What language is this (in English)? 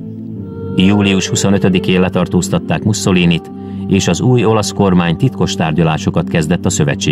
Hungarian